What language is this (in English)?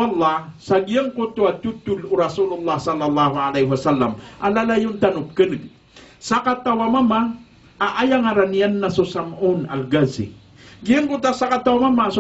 Maranao